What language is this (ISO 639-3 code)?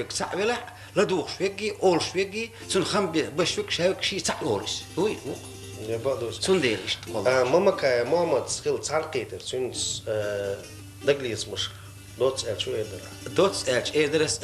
che